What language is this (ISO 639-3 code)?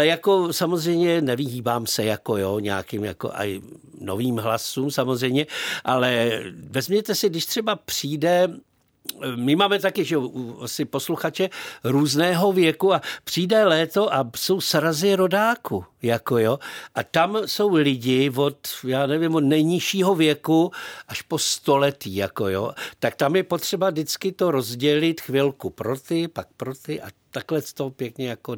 ces